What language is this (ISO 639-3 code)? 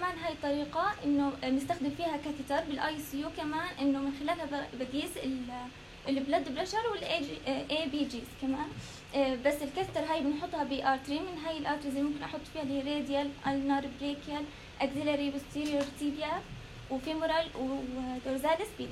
apc